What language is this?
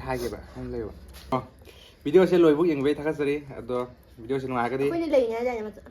Manipuri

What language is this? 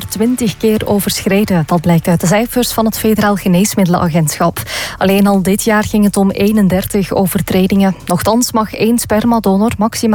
Dutch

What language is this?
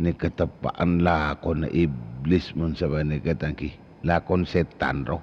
Madurese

